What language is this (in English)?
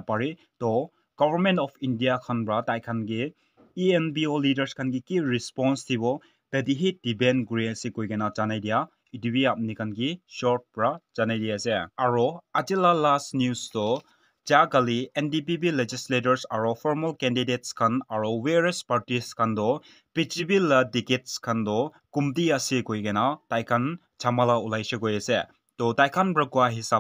Naga Pidgin